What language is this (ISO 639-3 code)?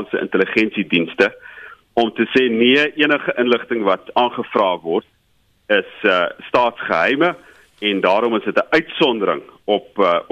afr